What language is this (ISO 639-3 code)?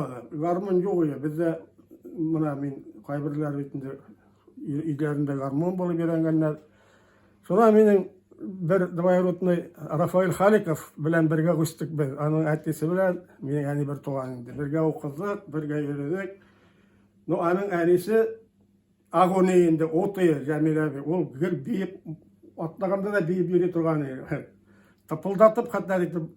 tat